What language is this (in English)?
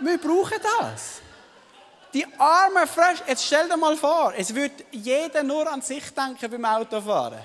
Swiss German